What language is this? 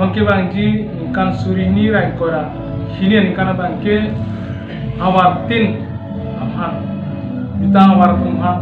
Karbi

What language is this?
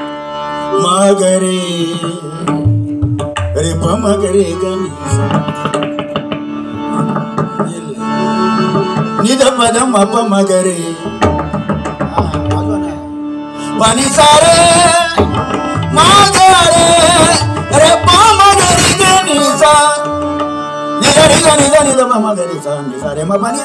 Marathi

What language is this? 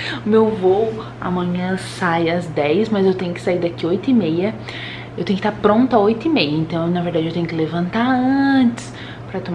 Portuguese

